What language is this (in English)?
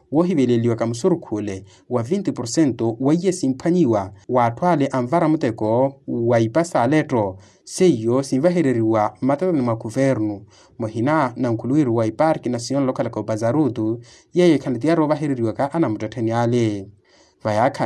Makhuwa